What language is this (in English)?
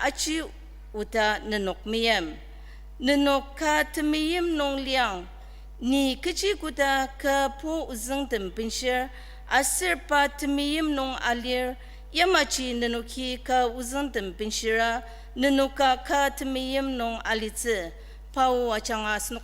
Ao Naga